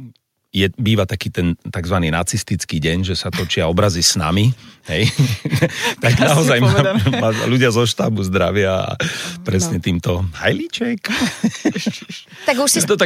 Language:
Slovak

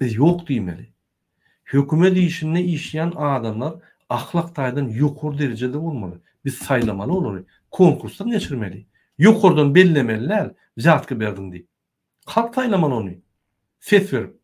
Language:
Turkmen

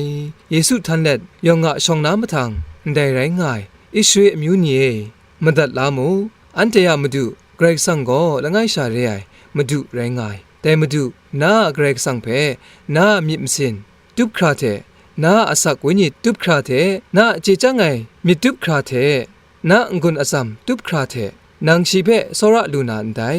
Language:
Kachin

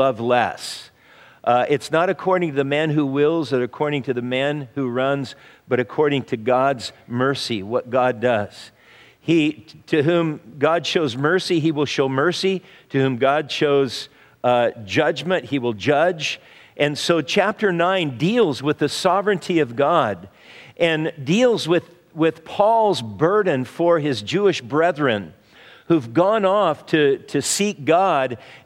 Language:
English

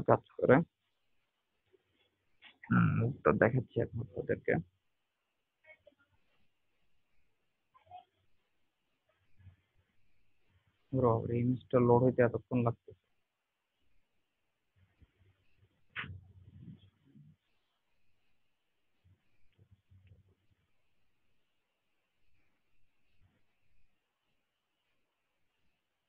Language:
Bangla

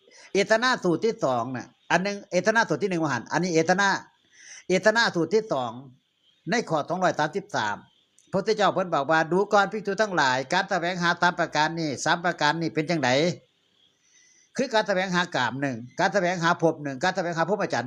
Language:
Northeastern Thai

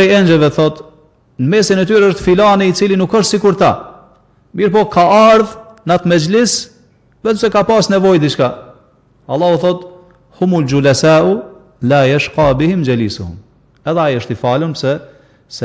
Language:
Albanian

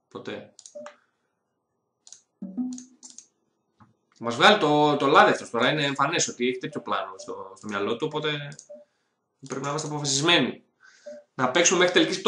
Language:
Greek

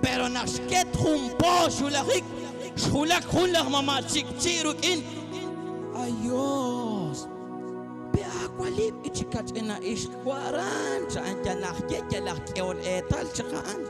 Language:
Kekchí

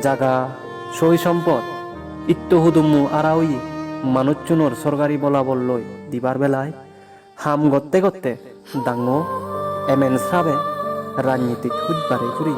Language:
Chakma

